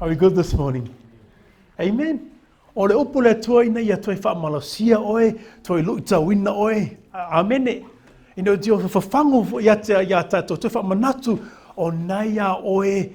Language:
Samoan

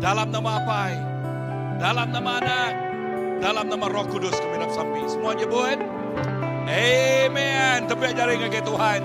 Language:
Iban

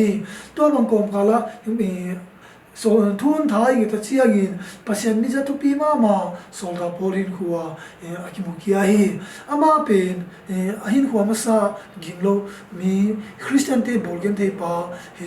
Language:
Tedim Chin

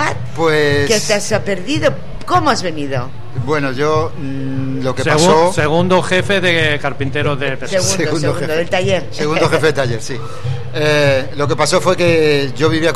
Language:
Spanish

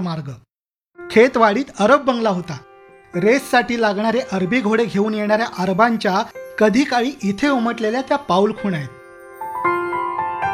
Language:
Marathi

